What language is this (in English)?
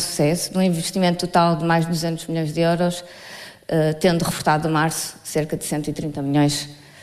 Portuguese